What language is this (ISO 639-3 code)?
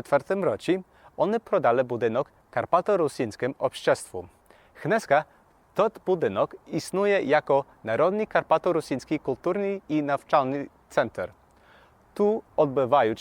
rue